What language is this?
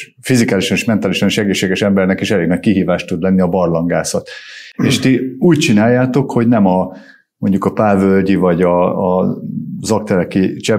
Hungarian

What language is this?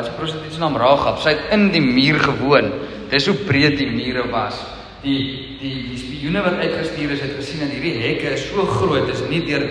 Afrikaans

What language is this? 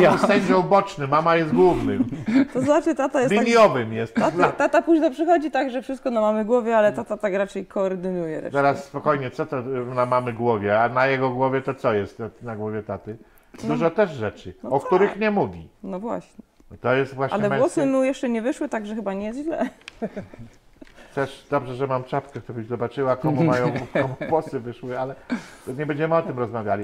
Polish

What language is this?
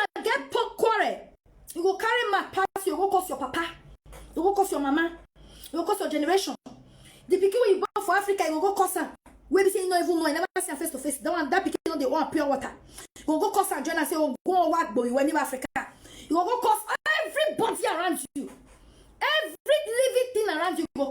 Nigerian Pidgin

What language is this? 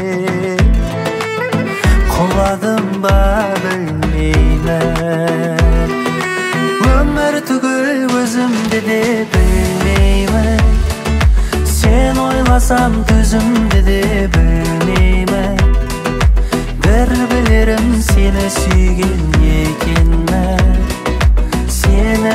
Kazakh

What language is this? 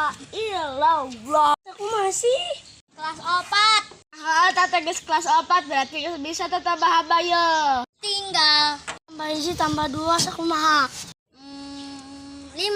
Sundanese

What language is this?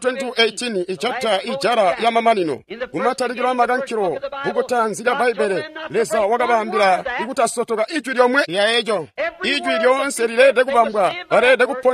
Tonga (Zambia)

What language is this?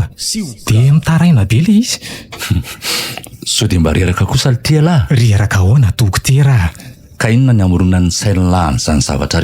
Malagasy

